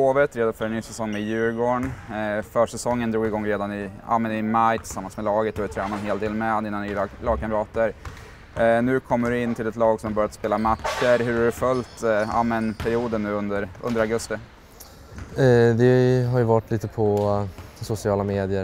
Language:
Swedish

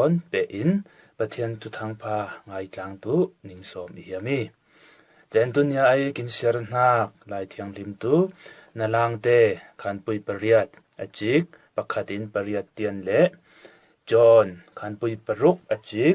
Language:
Falam Chin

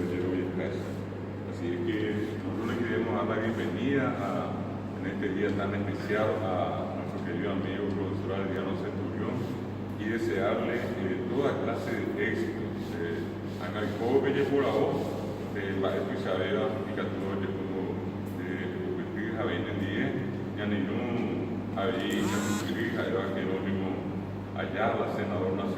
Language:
Guarani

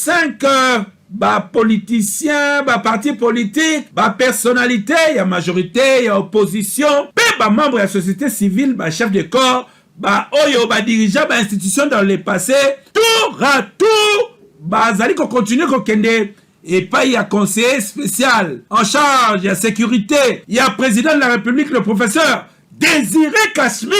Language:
Lingala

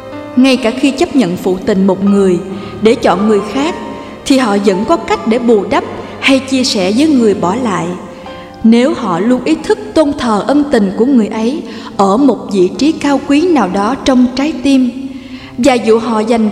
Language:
Vietnamese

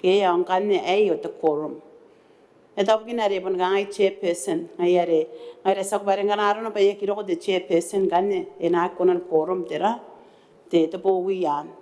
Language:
Gilbertese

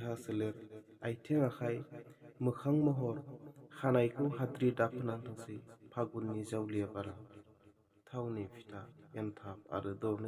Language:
Bodo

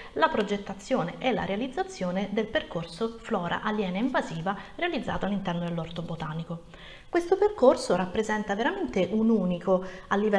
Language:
Italian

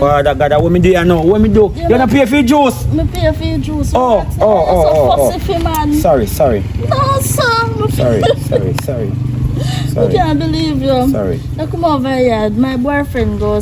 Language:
Jamaican Creole English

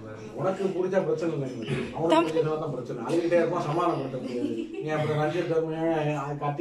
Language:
Tamil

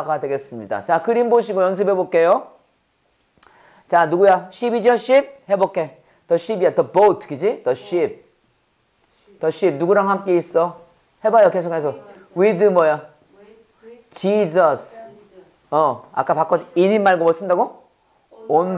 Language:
Korean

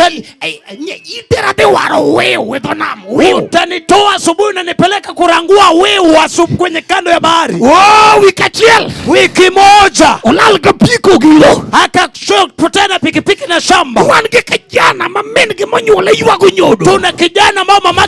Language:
Luo (Kenya and Tanzania)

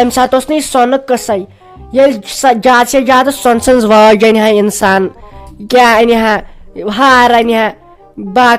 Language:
Kashmiri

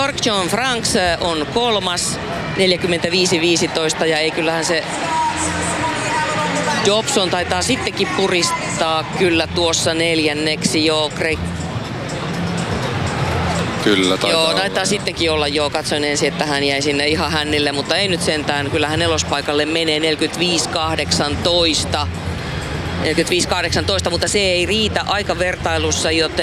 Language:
Finnish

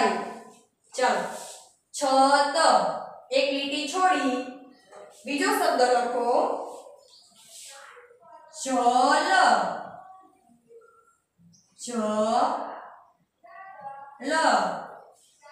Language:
Gujarati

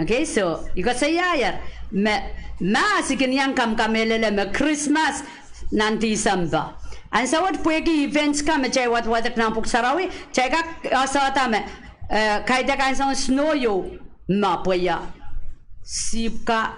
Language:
Pohnpeian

